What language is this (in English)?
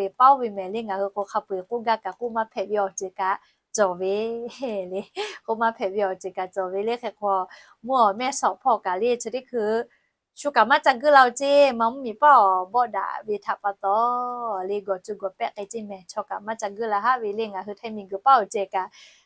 Lahu